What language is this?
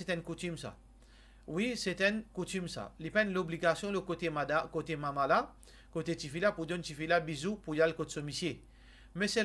Morisyen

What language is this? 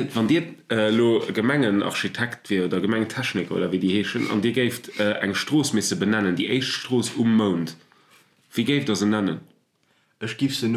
Luxembourgish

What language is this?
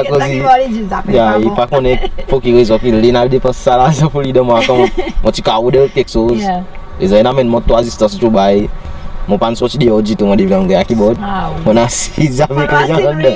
Seselwa Creole French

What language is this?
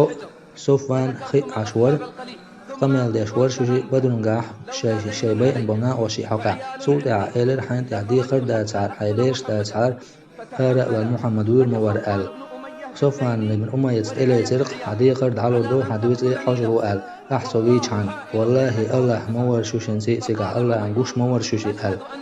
Chechen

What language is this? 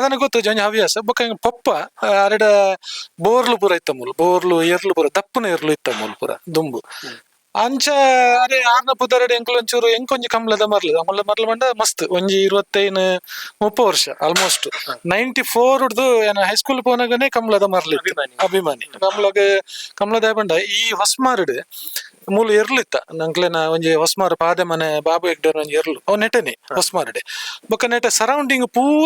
Tulu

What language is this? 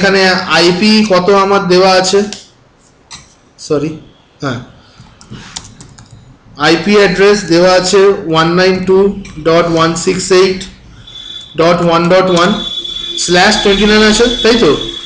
Bangla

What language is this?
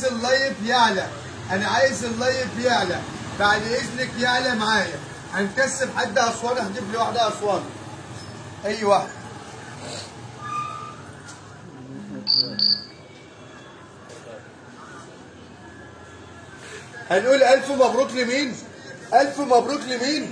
Egyptian Arabic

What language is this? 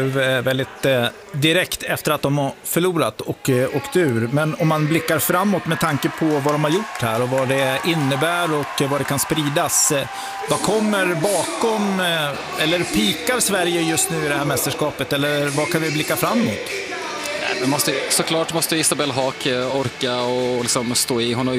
Swedish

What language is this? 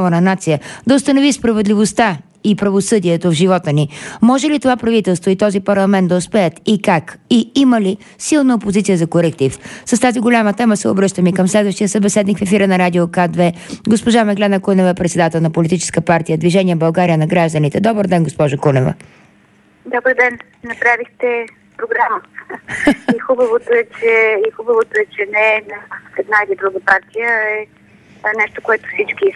Bulgarian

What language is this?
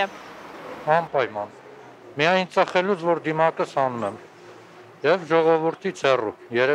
Armenian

